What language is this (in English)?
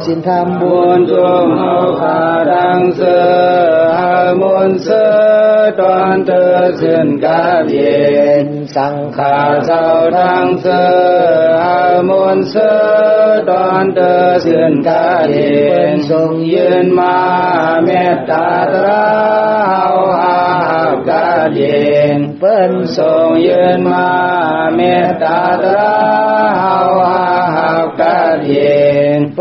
Shan